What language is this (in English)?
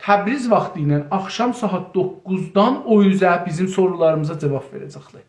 South Azerbaijani